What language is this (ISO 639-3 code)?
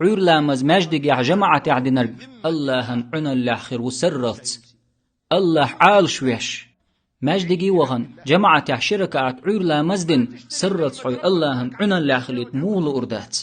che